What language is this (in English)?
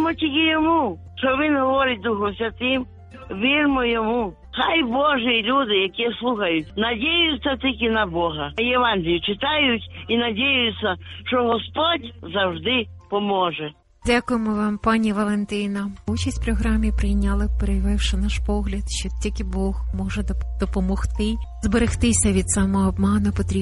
Ukrainian